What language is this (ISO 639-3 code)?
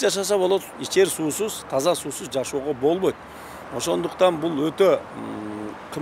kir